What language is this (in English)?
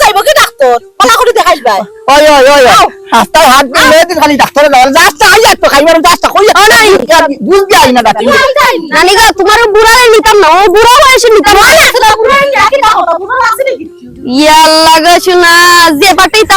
Sylheti